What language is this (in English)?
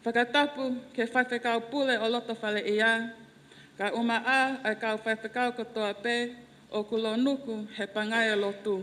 Tongan